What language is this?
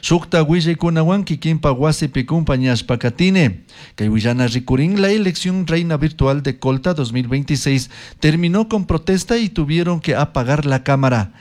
Chimborazo Highland Quichua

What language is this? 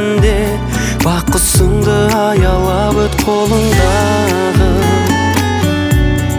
Kazakh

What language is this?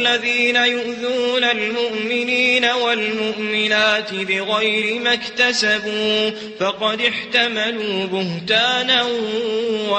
Maranao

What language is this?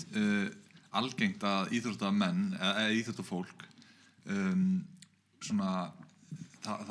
Icelandic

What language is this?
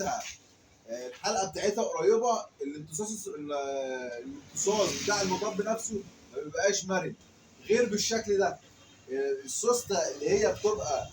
Egyptian Arabic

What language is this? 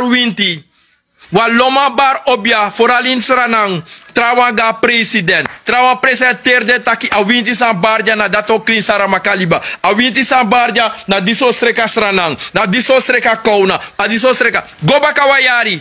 Sranan Tongo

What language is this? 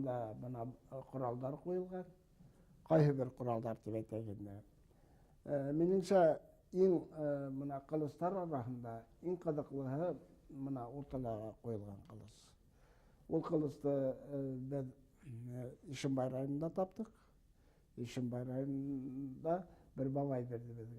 Bashkir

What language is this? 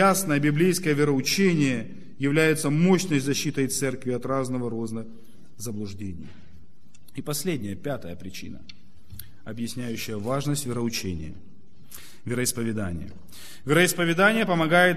Russian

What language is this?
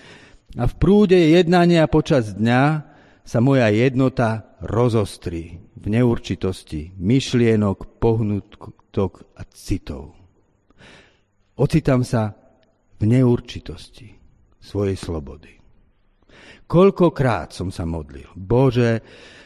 Slovak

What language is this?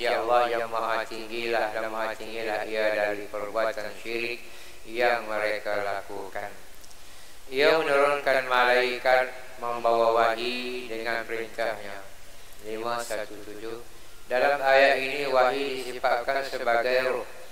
Malay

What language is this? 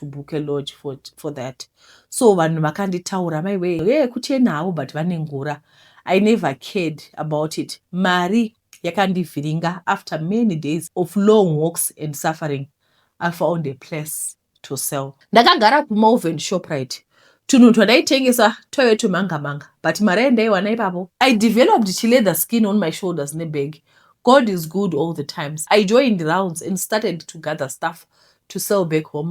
Shona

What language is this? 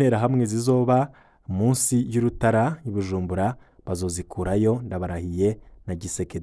Rundi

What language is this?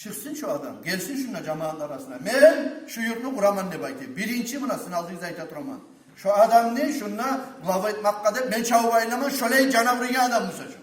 Kumyk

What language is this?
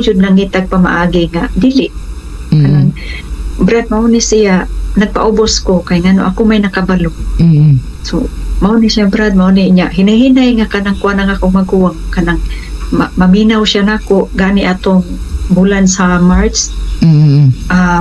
Cebuano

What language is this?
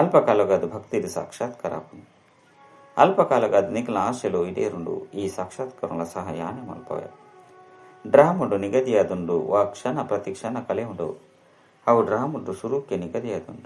Tulu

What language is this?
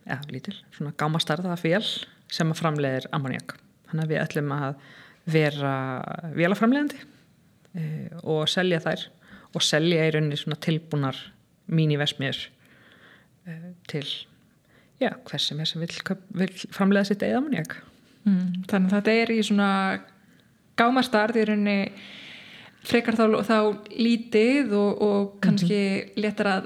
Icelandic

